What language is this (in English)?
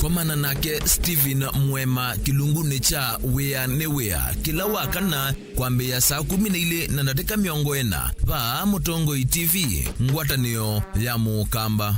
Kamba